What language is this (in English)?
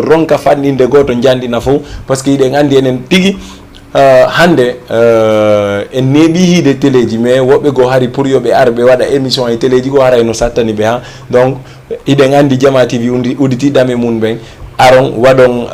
Fula